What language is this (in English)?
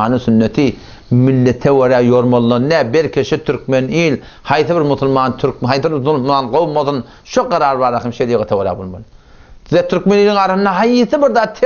Turkmen